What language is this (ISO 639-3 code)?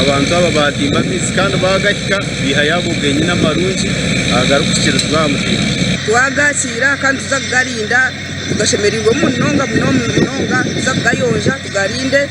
nyn